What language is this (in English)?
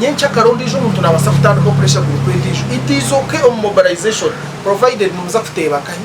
Nyankole